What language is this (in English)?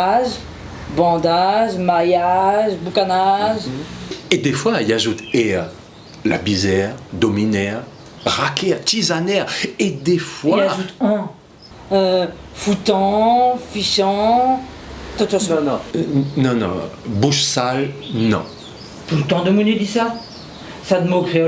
Réunion Creole French